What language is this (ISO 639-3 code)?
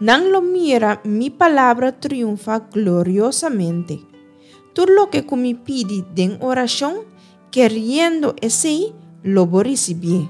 pap